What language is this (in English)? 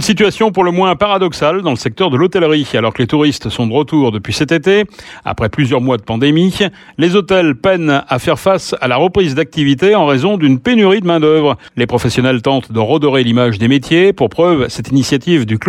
French